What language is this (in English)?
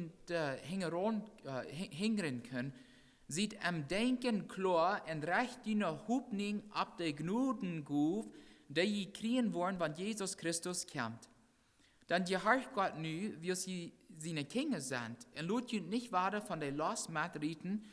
Plautdietsch